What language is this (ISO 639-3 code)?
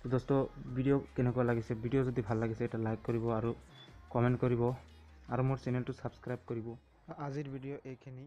asm